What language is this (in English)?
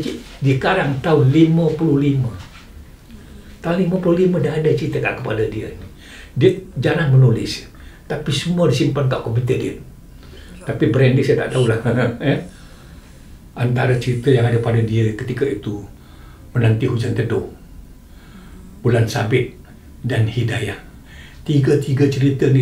Malay